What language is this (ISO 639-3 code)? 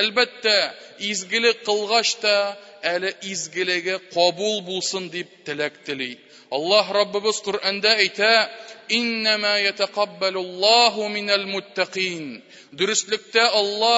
tat